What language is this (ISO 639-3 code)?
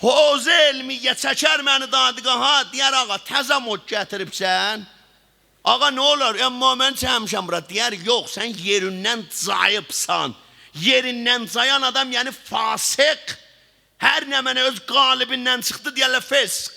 azb